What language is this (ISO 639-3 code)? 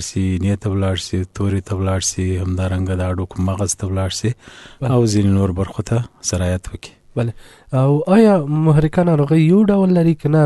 pus